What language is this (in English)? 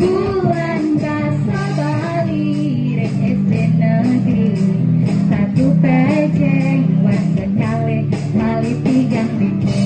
Balinese